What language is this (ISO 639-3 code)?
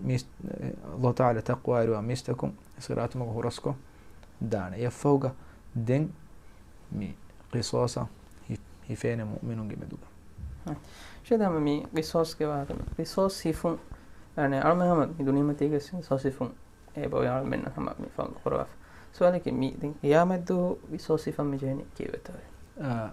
div